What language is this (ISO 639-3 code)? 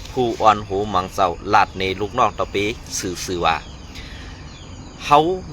shn